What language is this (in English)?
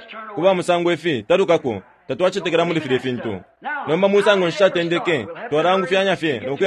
Bemba